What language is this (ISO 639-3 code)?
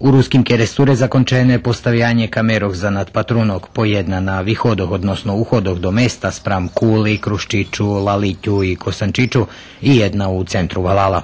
rue